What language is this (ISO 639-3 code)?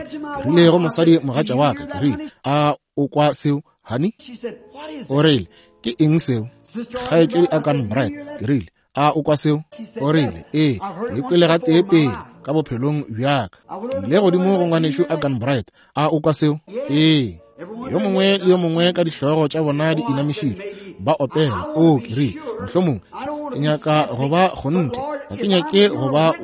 nso